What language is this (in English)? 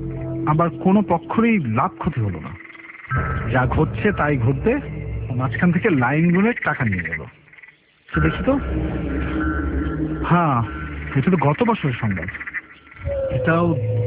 Bangla